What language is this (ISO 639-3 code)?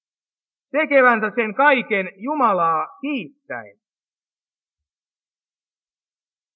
fin